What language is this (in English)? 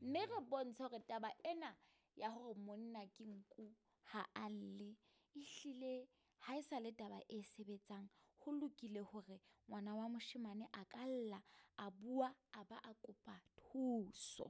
Southern Sotho